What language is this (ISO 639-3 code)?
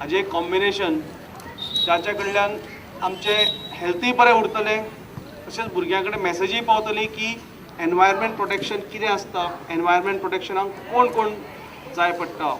kok